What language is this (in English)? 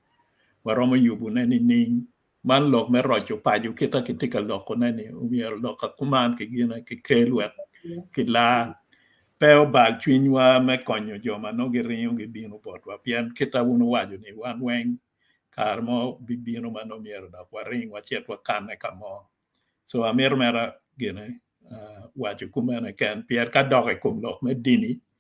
Acoli